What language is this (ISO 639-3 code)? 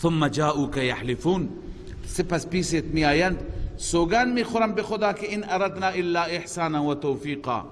fas